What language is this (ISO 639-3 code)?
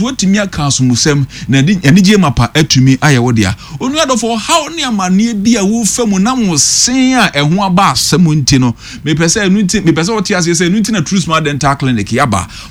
aka